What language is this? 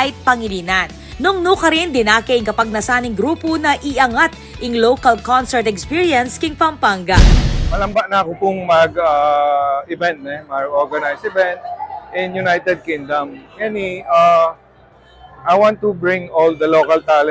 Pampanga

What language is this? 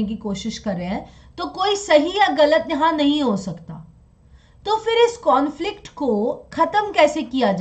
Hindi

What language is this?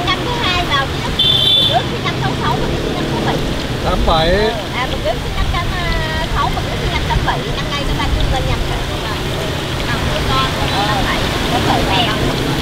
Vietnamese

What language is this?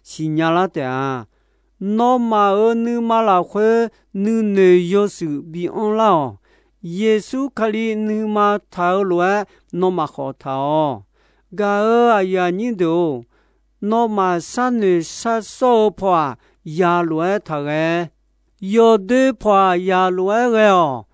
Akha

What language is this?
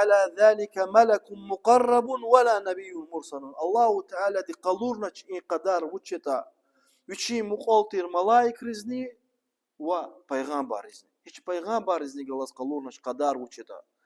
Lezghian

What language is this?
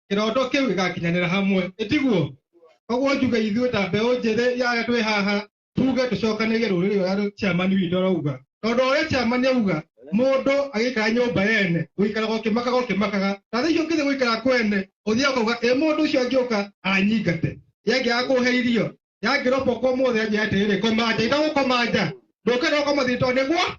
Kikuyu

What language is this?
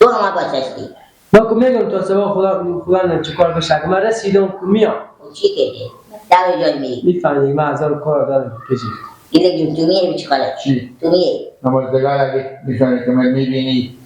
Persian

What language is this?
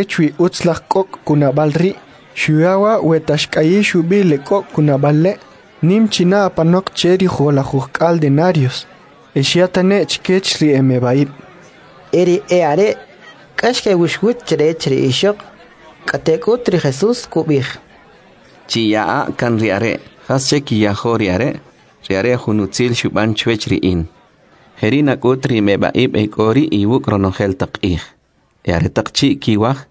Kʼicheʼ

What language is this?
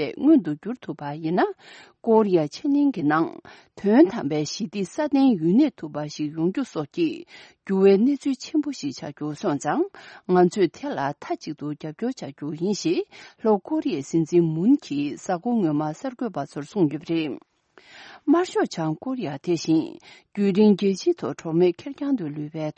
Tibetan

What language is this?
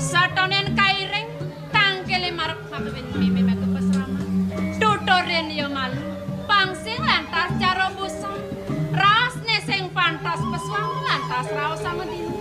Balinese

